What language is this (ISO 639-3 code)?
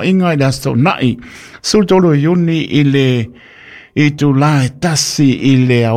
smo